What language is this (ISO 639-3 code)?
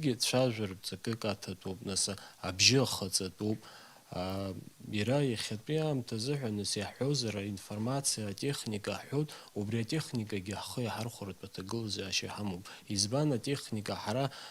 abk